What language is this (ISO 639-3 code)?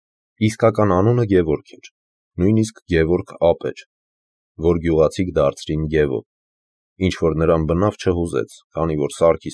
hye